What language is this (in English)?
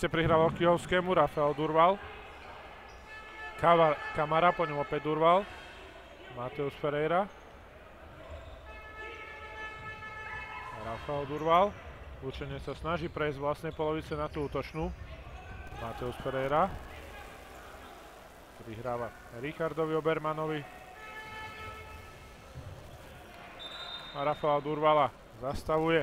Slovak